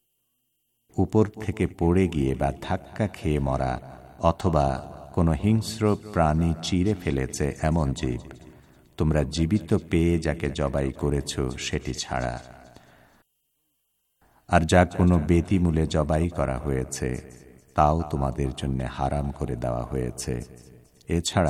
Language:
Bangla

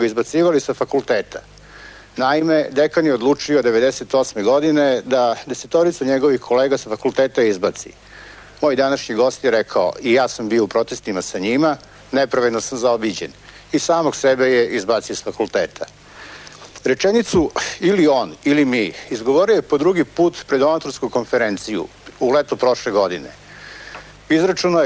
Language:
Serbian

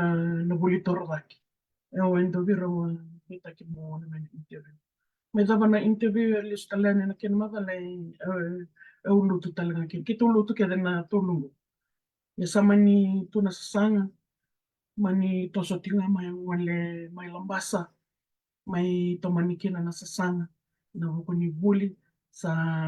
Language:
Fijian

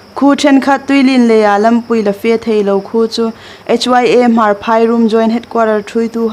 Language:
Hmar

